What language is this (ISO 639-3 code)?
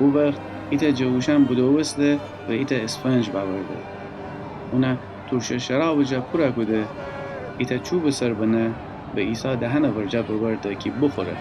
glk